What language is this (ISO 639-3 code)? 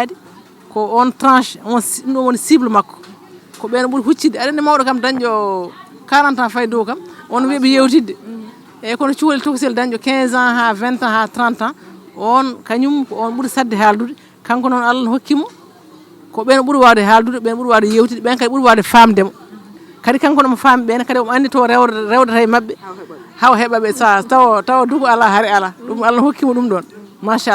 ful